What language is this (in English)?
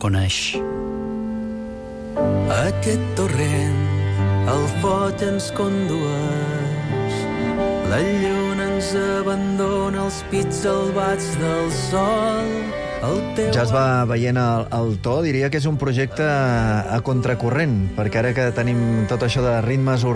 Catalan